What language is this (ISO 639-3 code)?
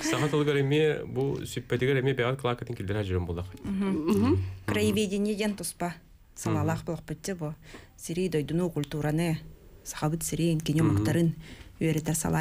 sah